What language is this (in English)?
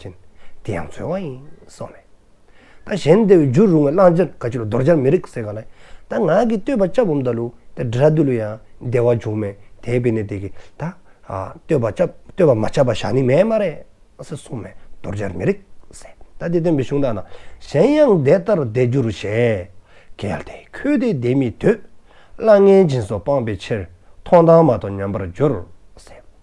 Dzongkha